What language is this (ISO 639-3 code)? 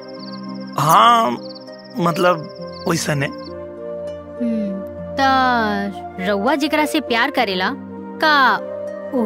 bho